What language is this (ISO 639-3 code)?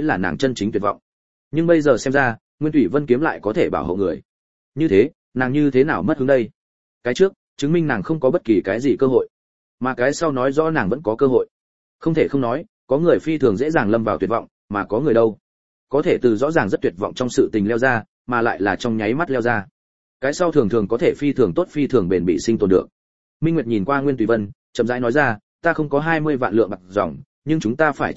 vie